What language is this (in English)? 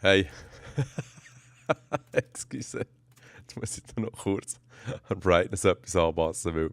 Swiss German